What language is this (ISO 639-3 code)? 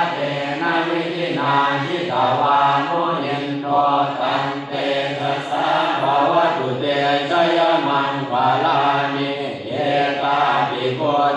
pli